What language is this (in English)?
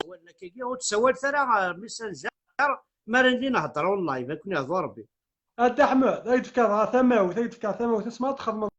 Kabyle